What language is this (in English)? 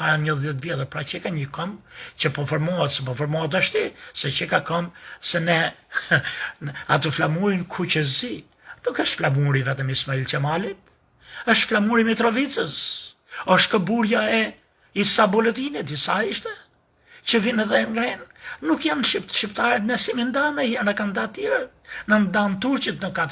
Albanian